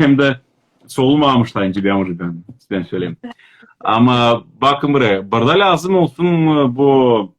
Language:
Crimean Tatar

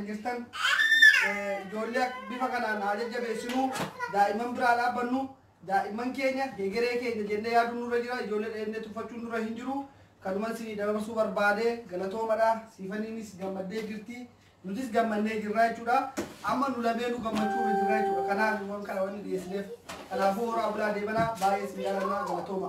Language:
Oromo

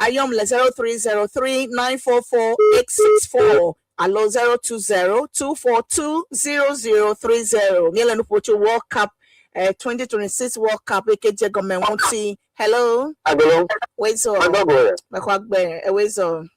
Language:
Ewe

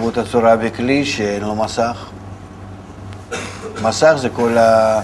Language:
Hebrew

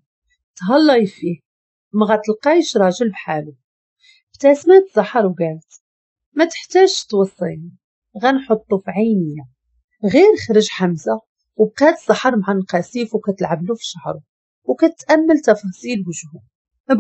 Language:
Moroccan Arabic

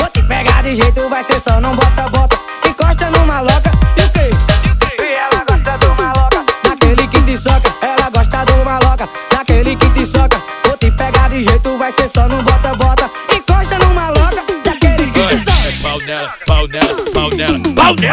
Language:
Portuguese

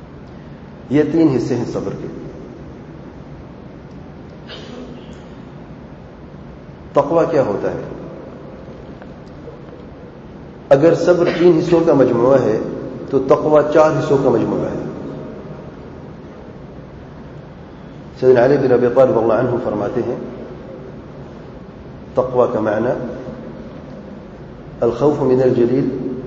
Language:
Urdu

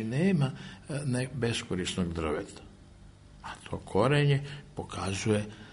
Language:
Serbian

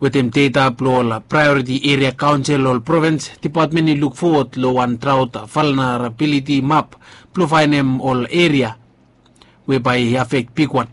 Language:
Bislama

